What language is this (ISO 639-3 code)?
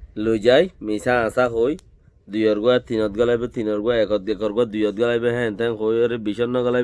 rhg